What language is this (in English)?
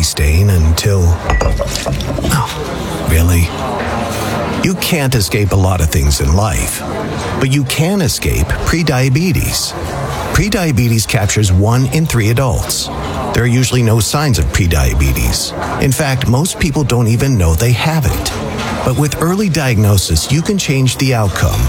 English